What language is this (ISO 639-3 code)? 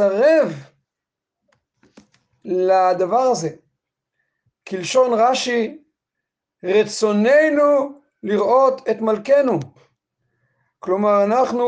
heb